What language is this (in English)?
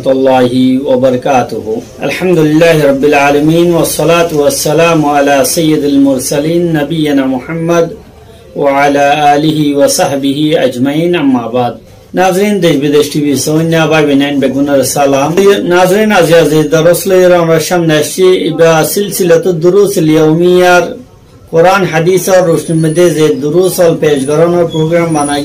Rohingya